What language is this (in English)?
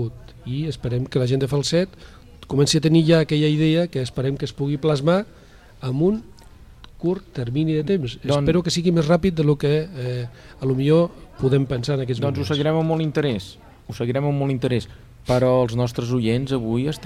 Catalan